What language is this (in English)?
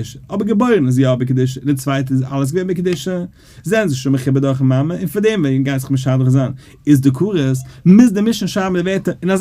Yiddish